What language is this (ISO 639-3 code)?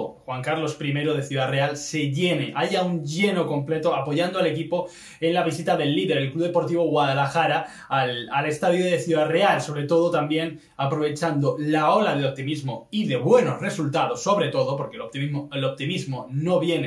spa